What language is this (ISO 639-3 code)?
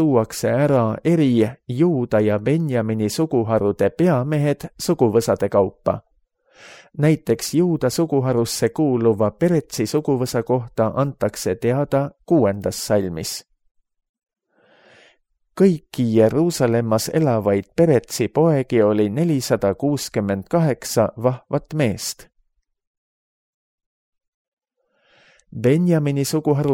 est